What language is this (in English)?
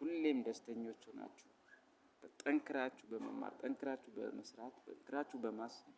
Amharic